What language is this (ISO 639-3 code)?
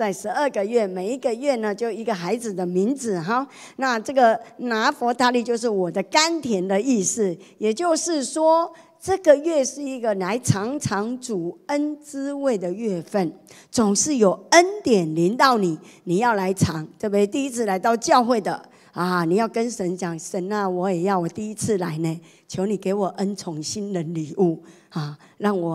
zho